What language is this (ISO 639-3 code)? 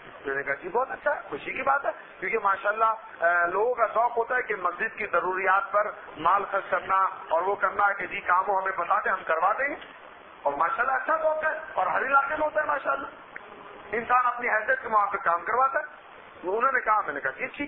urd